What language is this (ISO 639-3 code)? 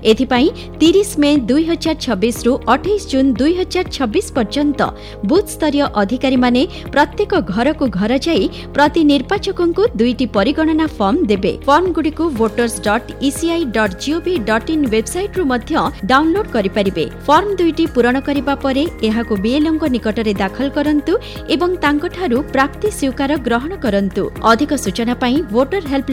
ori